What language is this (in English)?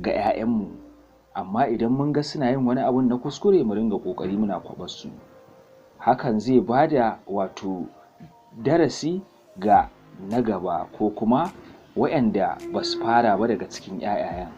Hausa